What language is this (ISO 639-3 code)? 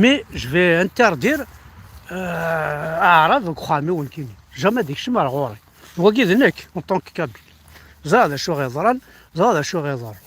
kab